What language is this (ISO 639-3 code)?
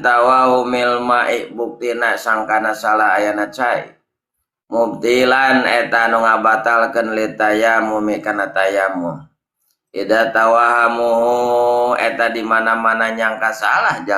sun